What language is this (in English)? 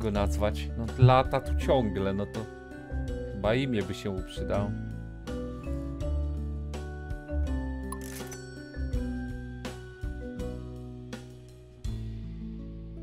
Polish